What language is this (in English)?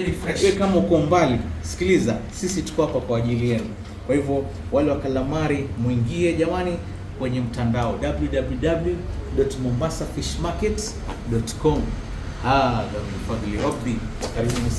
Swahili